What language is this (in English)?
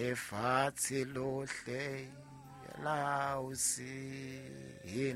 Southern Sotho